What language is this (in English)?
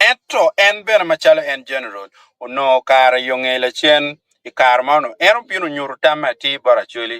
Acoli